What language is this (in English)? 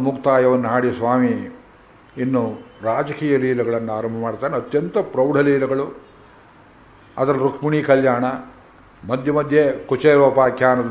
Kannada